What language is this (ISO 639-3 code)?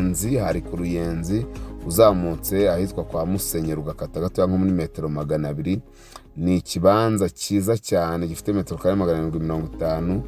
kin